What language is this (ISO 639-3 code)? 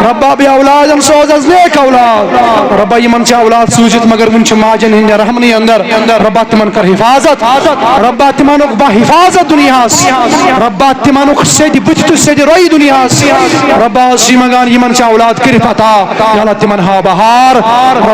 kas